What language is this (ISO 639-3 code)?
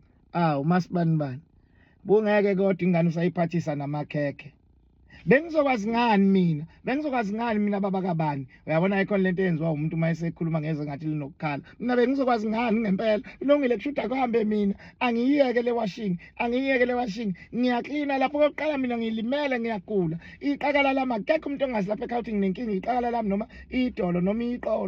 zul